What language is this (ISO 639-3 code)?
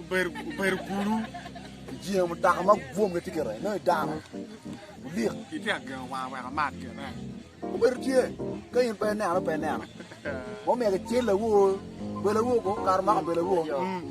ach